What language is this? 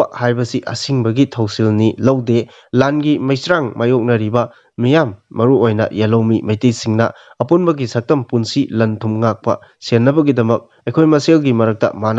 Manipuri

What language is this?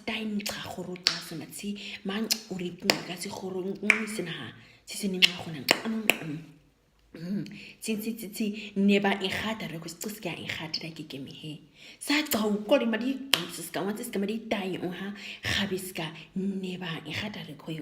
Nama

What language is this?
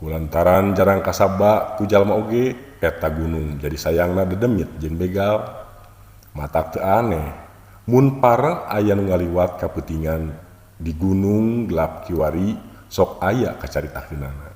Sundanese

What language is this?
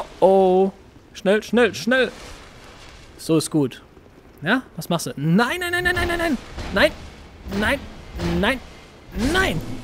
German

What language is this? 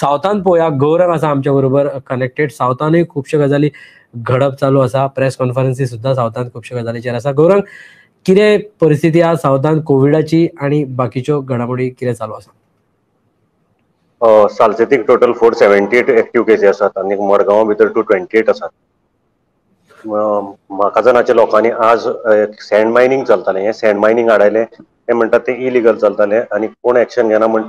Konkani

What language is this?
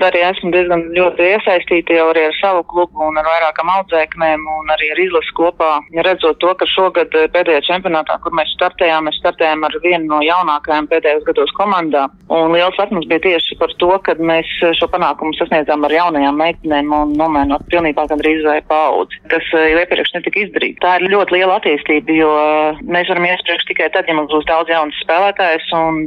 Latvian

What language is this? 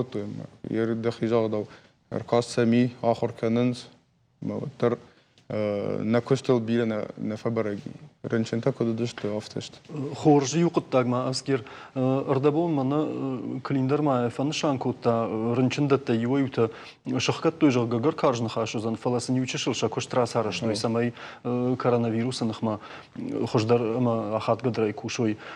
Ossetic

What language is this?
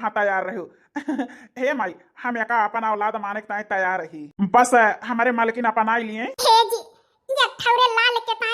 Awadhi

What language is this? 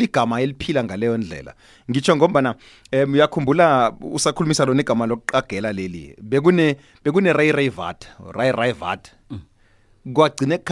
South Ndebele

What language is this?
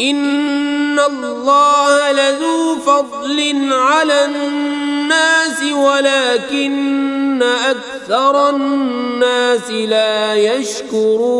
Kashmiri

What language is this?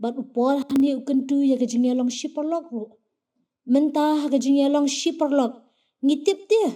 Khasi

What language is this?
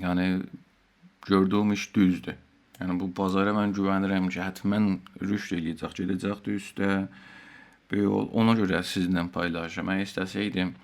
South Azerbaijani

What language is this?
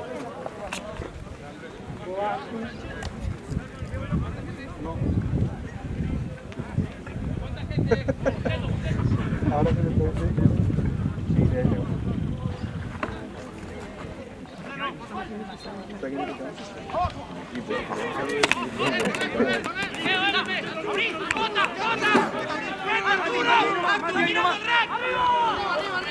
Spanish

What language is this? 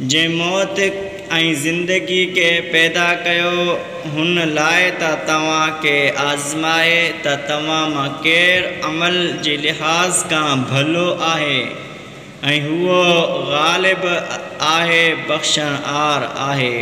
Sindhi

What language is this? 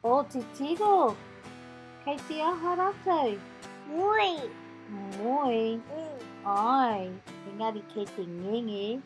Māori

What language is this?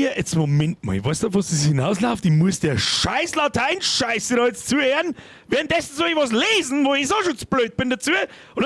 Bavarian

